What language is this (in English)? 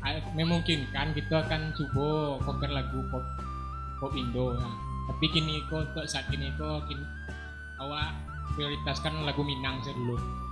Minangkabau